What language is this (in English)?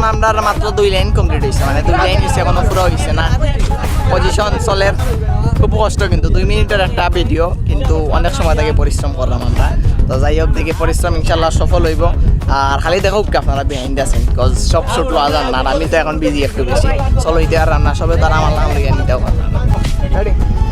Sylheti